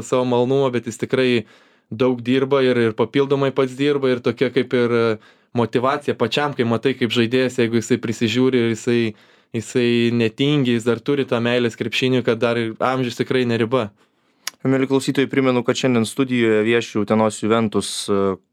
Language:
Lithuanian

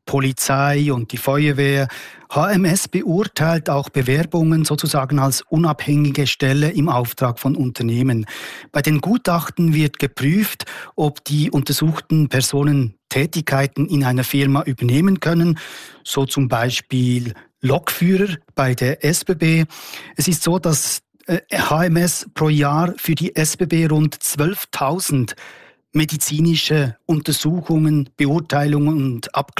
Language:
German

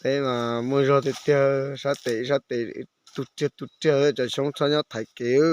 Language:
Hmong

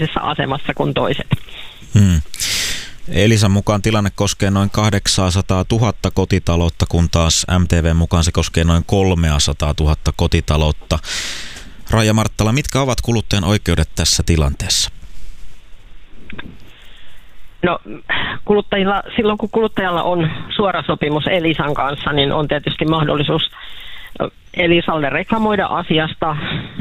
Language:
Finnish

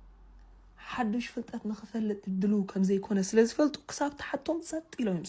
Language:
Tigrinya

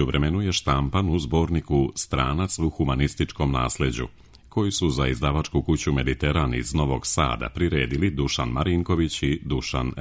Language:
Serbian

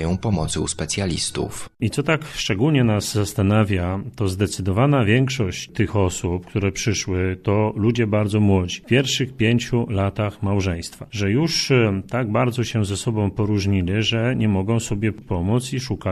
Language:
Polish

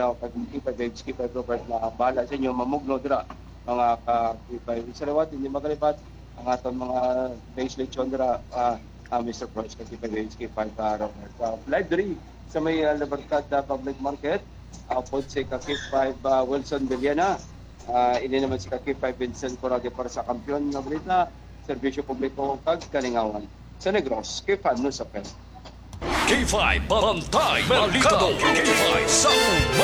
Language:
Hiligaynon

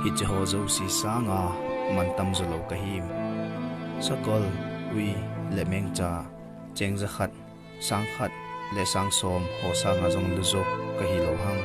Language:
Thado Chin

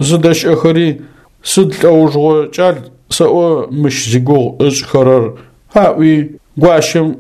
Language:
Adyghe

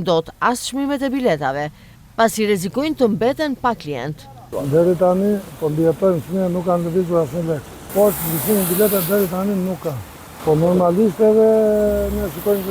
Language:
Albanian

